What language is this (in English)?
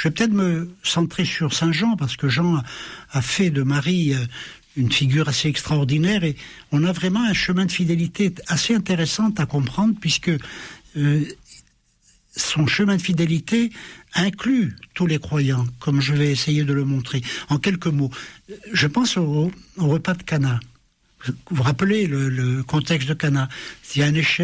French